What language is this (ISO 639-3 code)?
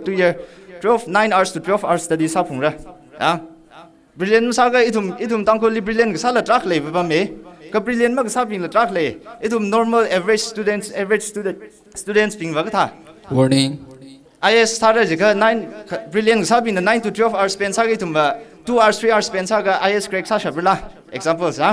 nmf